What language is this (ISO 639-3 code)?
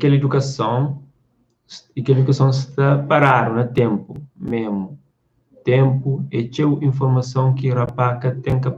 kea